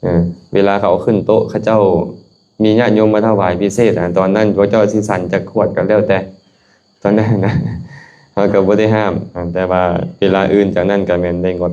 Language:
Lao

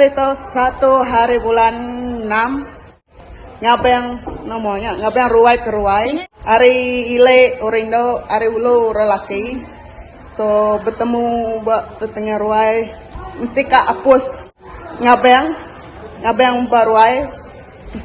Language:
Iban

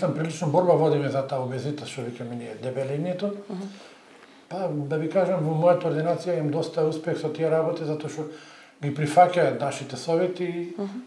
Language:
Macedonian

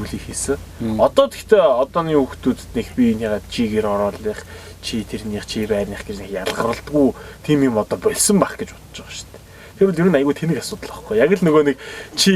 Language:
Mongolian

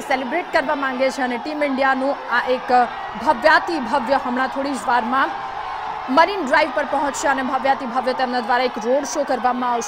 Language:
Gujarati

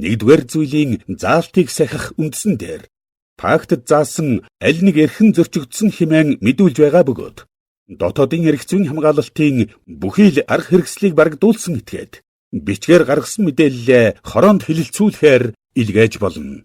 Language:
Mongolian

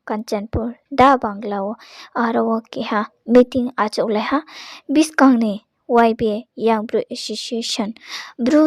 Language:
Riang (India)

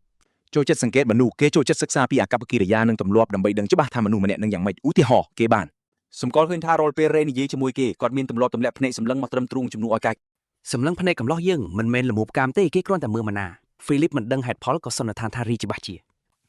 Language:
Khmer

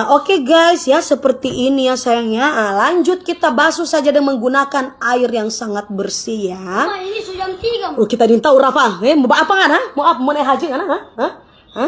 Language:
Manado Malay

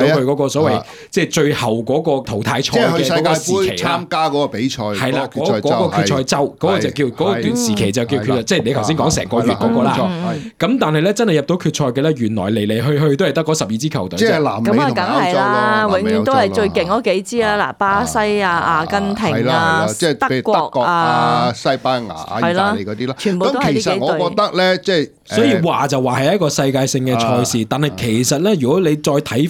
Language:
Cantonese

